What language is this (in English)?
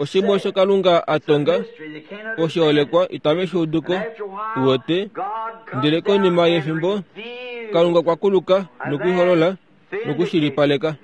Kuanyama